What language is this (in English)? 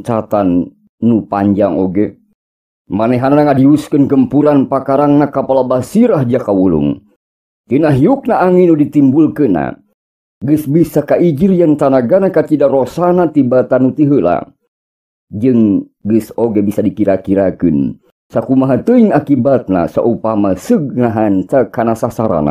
Sundanese